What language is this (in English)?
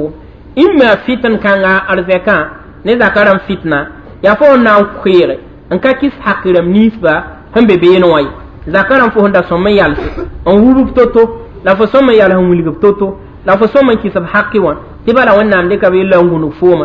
Mossi